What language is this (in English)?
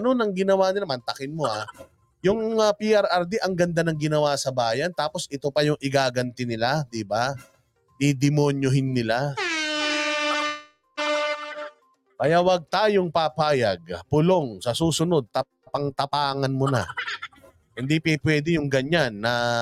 Filipino